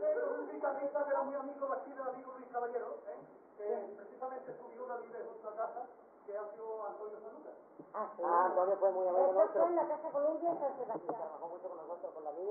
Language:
Spanish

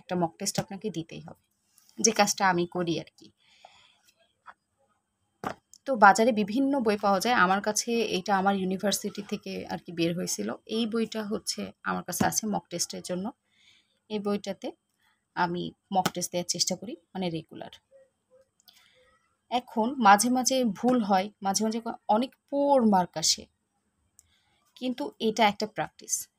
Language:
Bangla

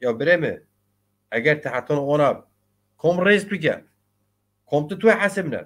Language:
Zaza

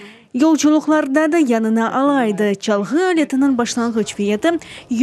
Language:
Crimean Tatar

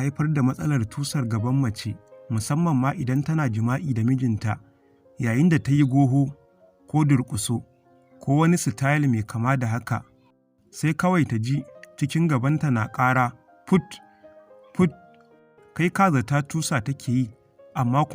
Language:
Hausa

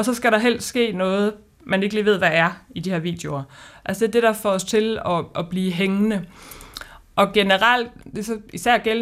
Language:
Danish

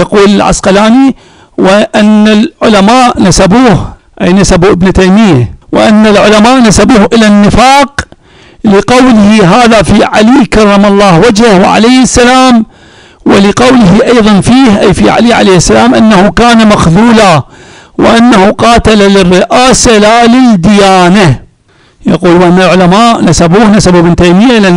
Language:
Arabic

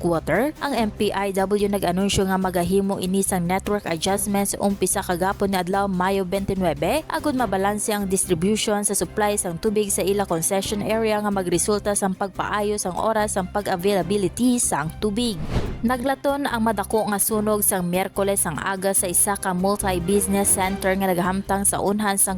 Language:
Hiligaynon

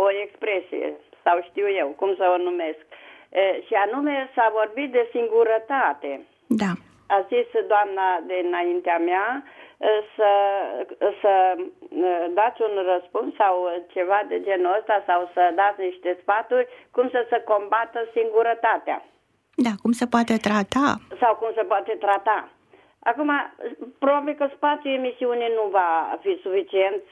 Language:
Romanian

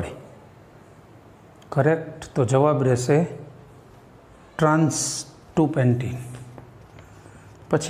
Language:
Gujarati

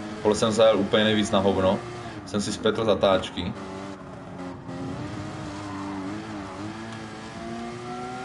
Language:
Czech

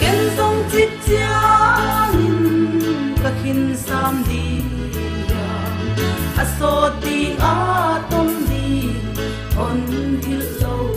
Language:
Paite Chin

